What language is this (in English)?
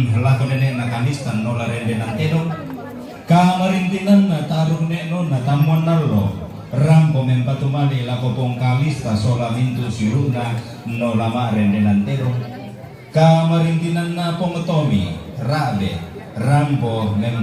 Toraja-Sa'dan